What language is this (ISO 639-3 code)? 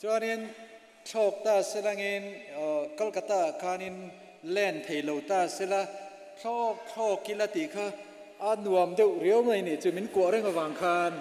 cnh